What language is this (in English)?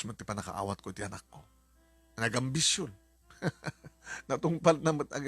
Iloko